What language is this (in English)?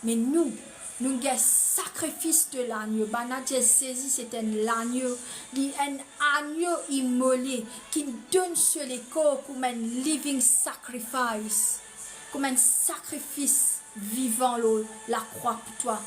Morisyen